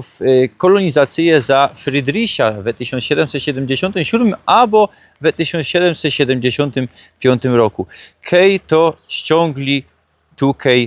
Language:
Silesian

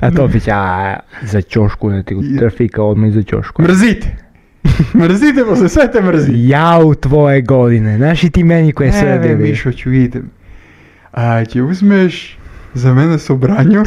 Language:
Serbian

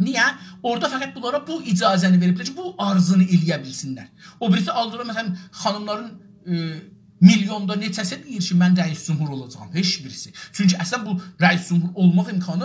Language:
South Azerbaijani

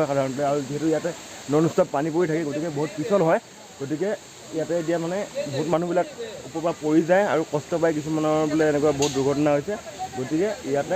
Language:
Assamese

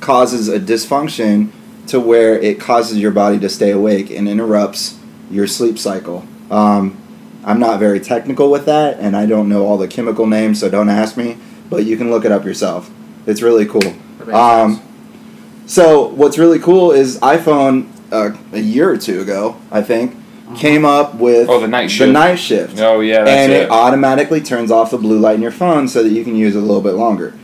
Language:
English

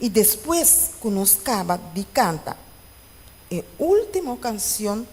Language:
Papiamento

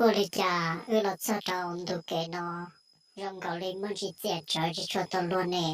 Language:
Hmong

